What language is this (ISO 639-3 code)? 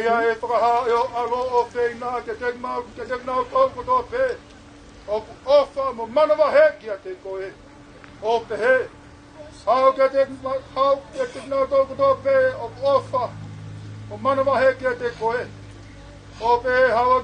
ton